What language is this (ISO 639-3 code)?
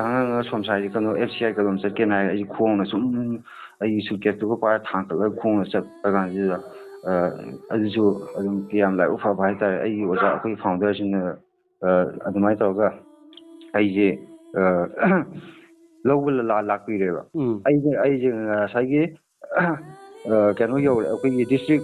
mni